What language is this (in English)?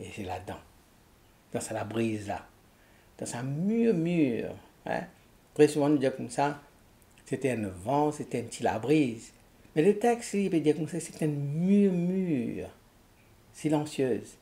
Morisyen